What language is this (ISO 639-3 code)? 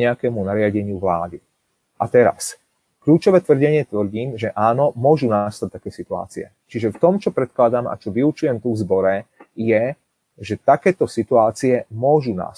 slk